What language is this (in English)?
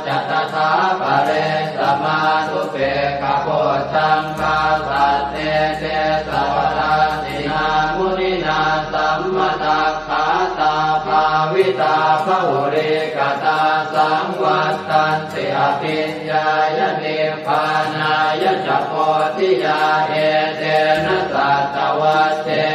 Pali